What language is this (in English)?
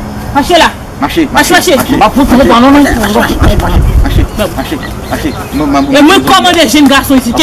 Haitian Creole